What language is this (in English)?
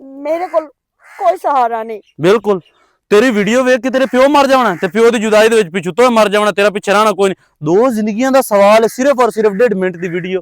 Western Panjabi